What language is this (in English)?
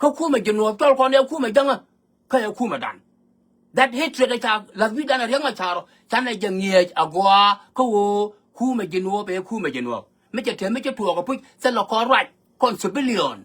Nuer